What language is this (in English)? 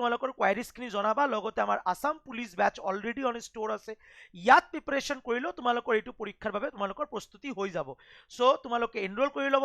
Assamese